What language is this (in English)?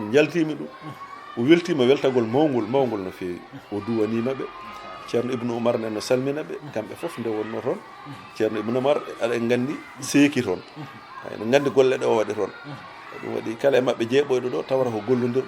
Fula